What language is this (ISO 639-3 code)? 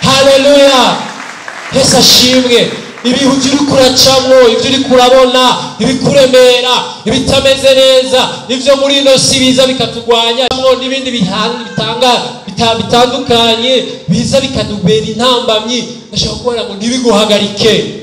run